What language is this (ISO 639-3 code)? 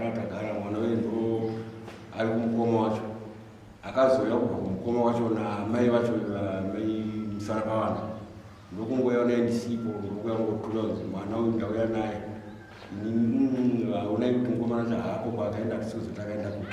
sna